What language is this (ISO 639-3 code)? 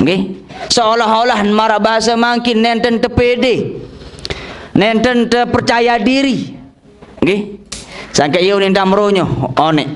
sas